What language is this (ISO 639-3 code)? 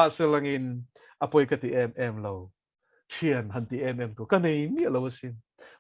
lus